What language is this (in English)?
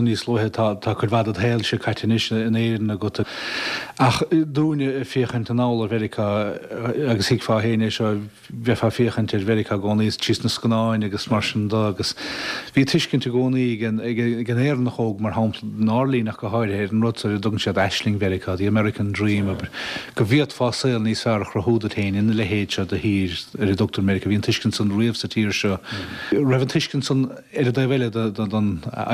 Irish